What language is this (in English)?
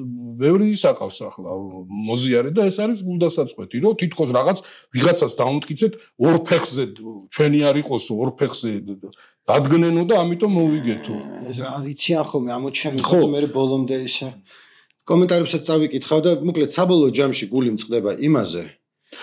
Georgian